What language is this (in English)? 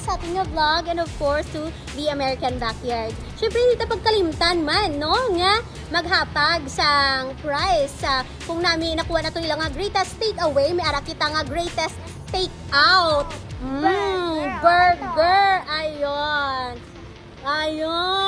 Hiligaynon